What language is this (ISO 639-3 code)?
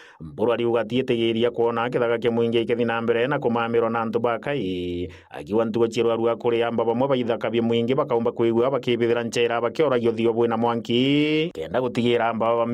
mer